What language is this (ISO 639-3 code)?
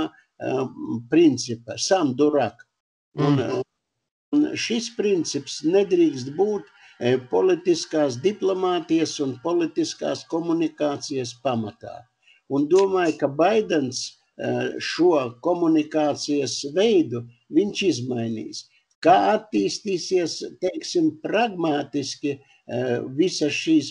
lav